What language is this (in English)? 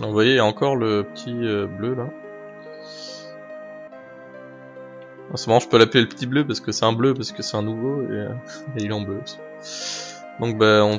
French